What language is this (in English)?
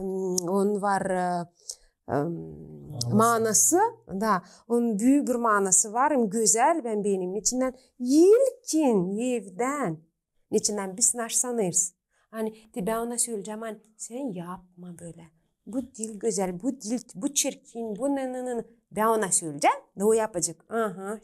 Gagauz